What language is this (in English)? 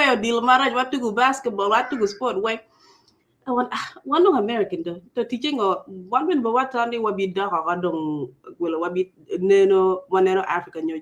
Acoli